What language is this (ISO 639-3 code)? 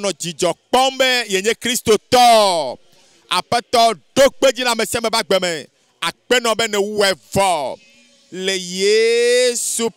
ewe